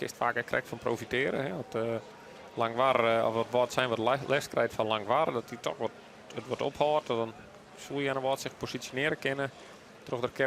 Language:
Western Frisian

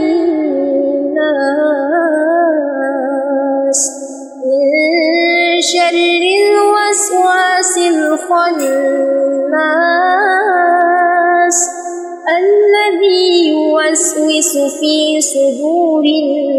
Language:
Arabic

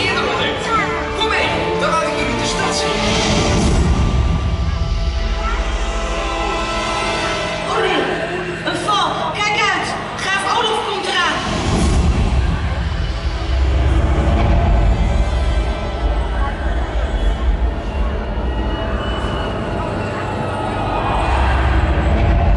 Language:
Dutch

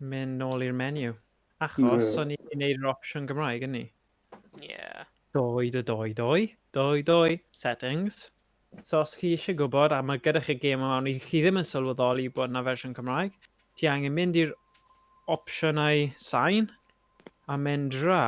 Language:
Welsh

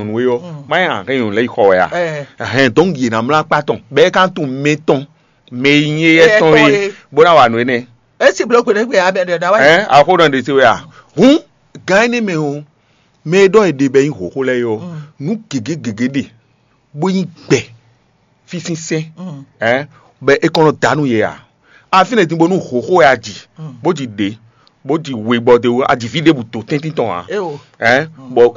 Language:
Fon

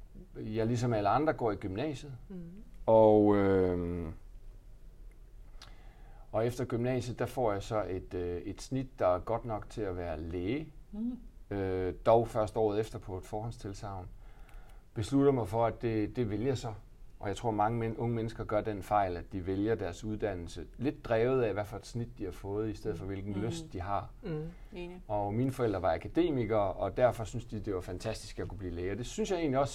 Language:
Danish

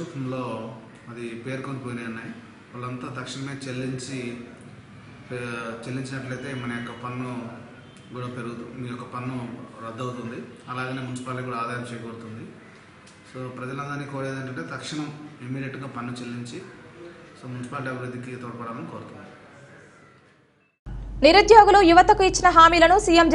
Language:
Telugu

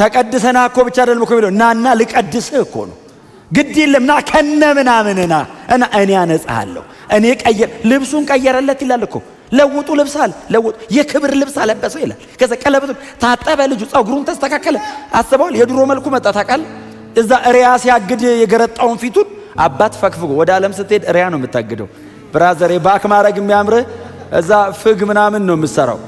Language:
Amharic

